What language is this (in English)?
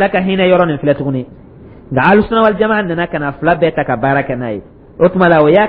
Dyula